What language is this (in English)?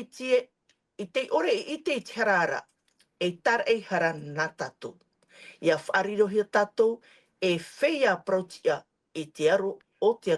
Tahitian